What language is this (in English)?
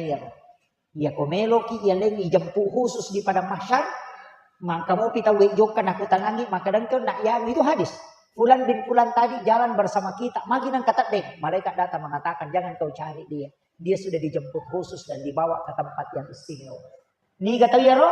Buginese